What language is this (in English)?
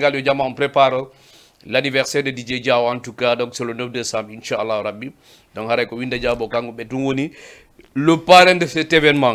Fula